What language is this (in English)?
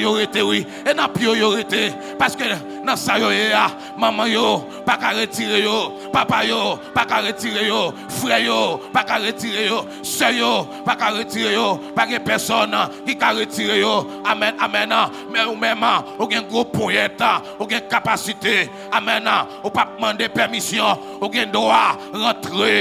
Haitian Creole